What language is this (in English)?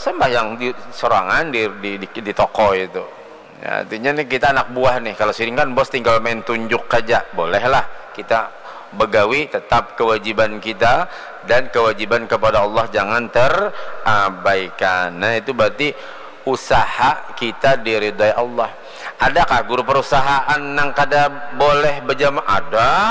Banjar